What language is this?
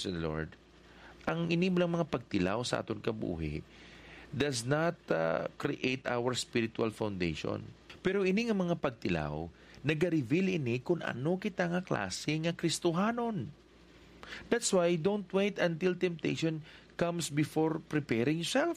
Hiligaynon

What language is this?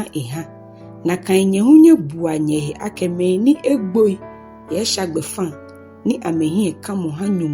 Ga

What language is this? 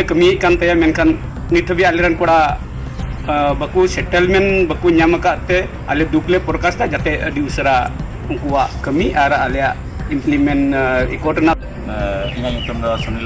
Santali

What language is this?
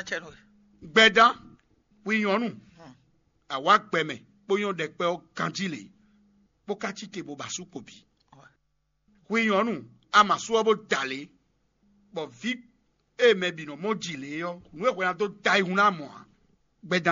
Fon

